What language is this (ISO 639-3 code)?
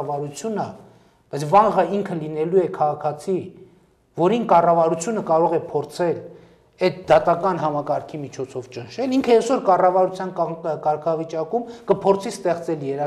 hye